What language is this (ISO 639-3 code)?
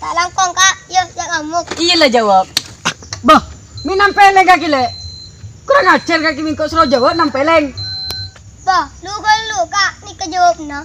mad